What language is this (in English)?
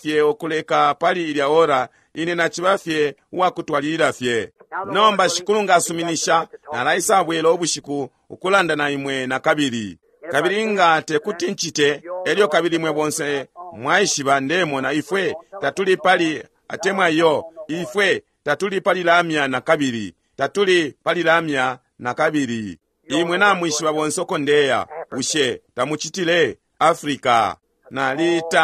Bemba